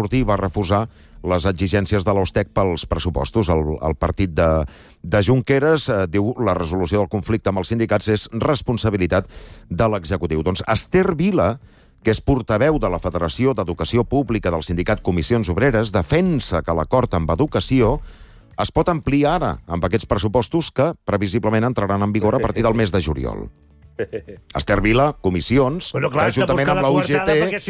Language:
Catalan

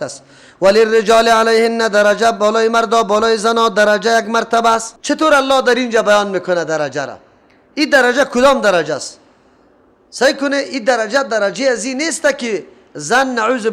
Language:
Persian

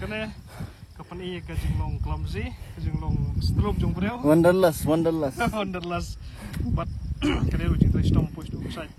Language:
Khasi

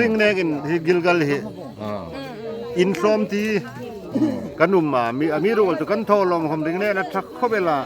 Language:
Hmar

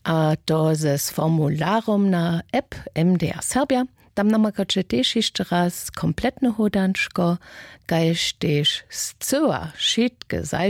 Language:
Upper Sorbian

